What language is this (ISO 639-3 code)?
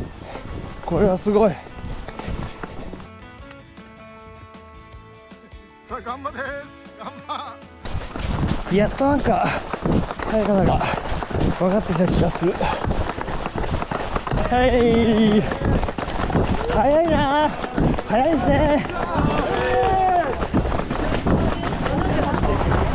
jpn